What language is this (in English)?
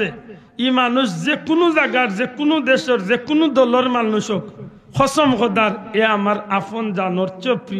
Sylheti